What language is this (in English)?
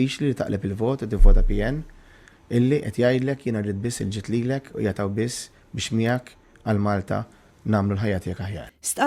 Maltese